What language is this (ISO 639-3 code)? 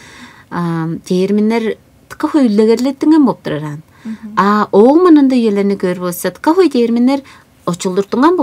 tyv